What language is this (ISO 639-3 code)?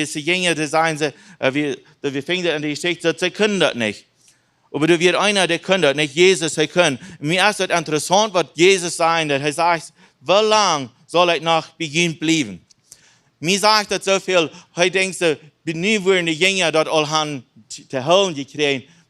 pdt